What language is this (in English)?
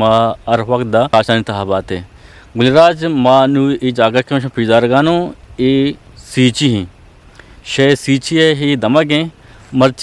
Eastern Balochi